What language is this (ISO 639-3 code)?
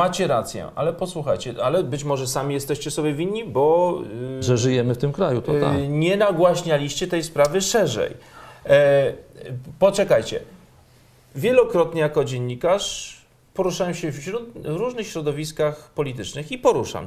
pol